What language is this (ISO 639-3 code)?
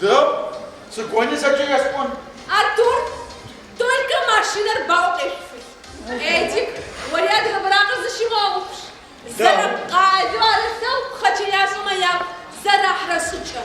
ady